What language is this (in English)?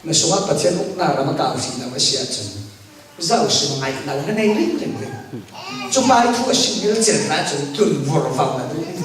Falam Chin